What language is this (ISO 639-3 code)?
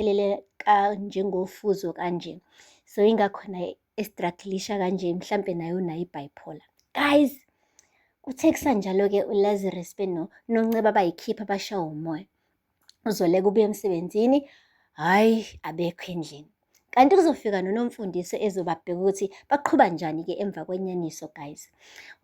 zul